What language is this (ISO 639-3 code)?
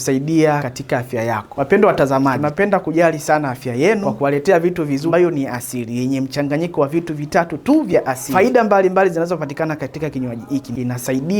swa